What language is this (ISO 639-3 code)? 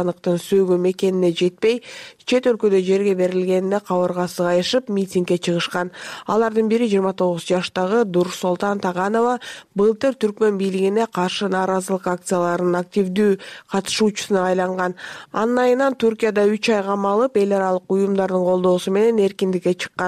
kir